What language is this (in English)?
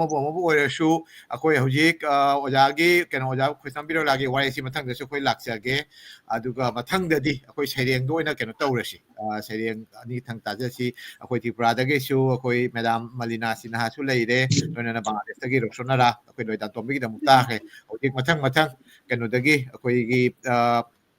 Manipuri